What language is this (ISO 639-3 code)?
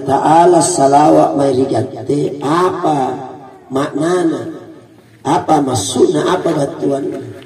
mak